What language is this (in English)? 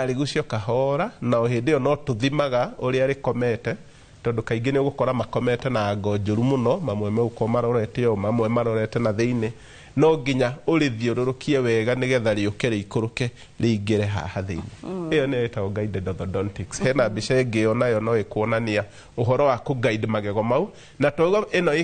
Kikuyu